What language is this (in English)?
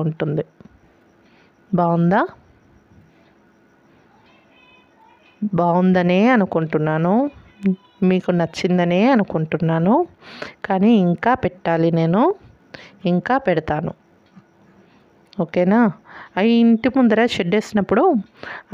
Telugu